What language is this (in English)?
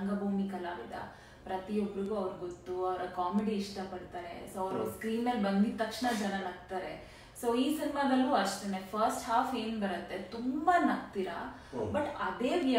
Kannada